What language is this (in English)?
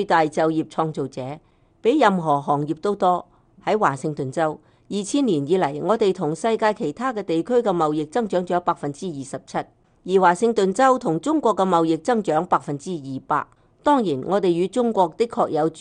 Cantonese